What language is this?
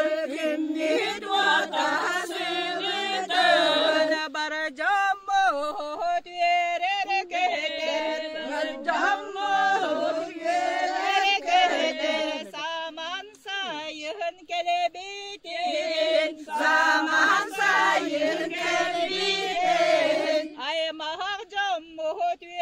Yakut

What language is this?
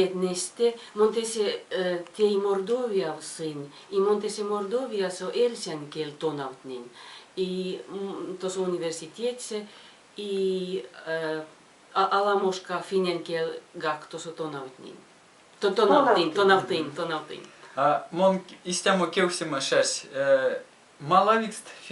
Erzya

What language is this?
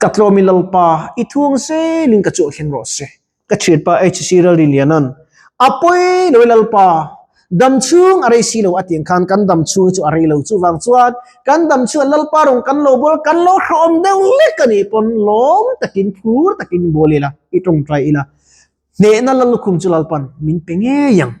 Mizo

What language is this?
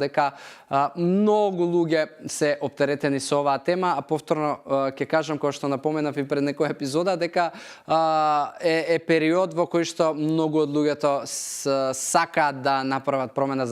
Macedonian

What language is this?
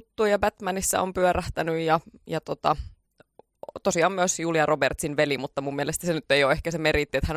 Finnish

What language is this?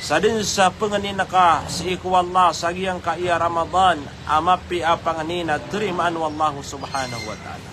Maranao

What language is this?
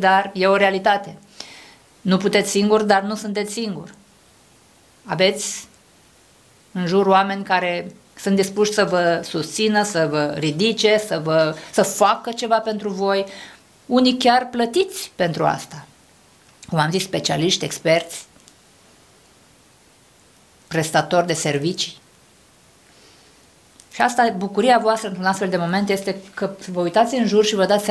Romanian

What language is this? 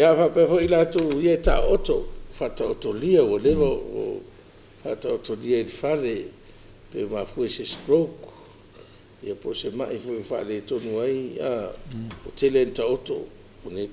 Samoan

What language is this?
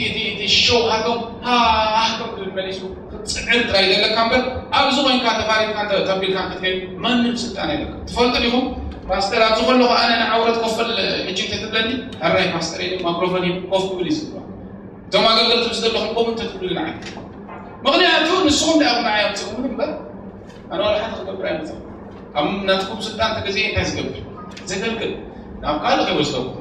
Tigrinya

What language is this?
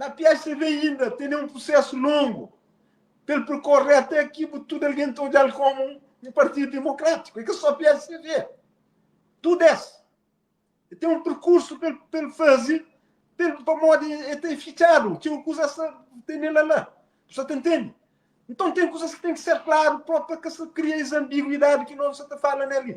Kabuverdianu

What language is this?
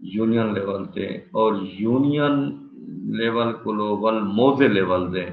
Saraiki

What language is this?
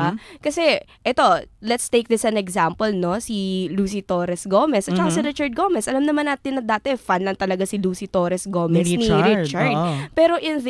Filipino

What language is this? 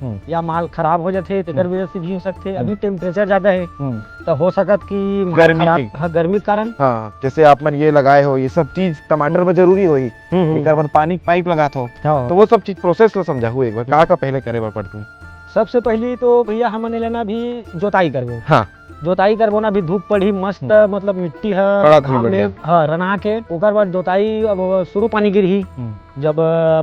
Chhattisgarhi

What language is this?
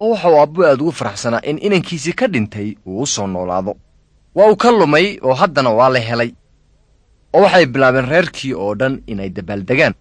Somali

